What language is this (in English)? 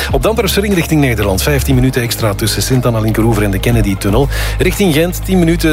Dutch